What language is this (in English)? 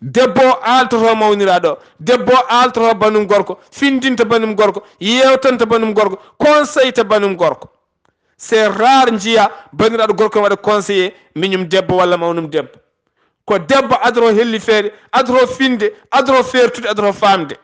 Fula